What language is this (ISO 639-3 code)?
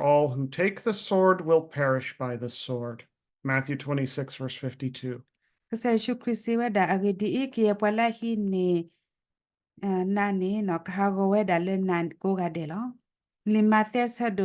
ksw